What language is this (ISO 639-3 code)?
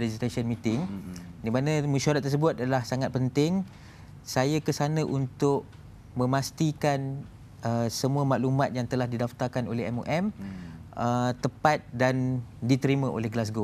msa